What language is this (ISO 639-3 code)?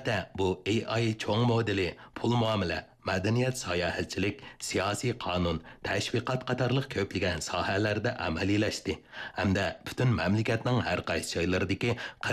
uig